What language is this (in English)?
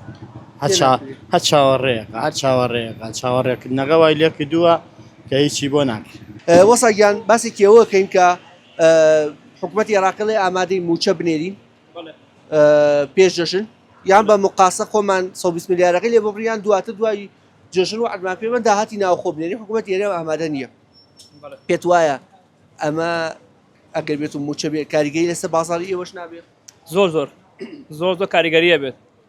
Central Kurdish